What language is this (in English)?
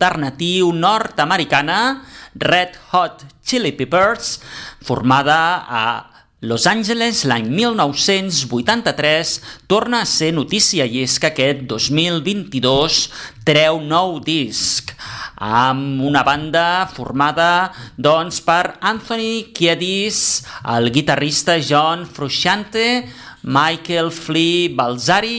Catalan